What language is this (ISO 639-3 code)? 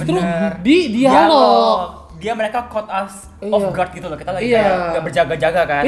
ind